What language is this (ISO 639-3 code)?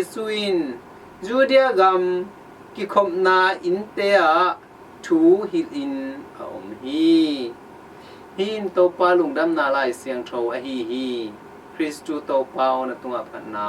ctd